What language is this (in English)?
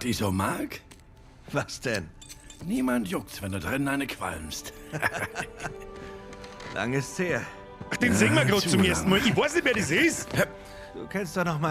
Bavarian